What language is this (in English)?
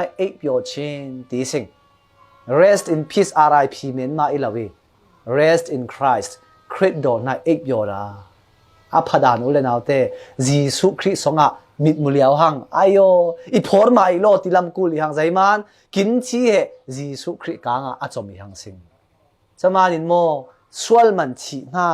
Falam Chin